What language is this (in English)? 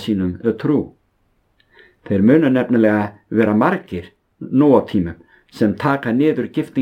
Icelandic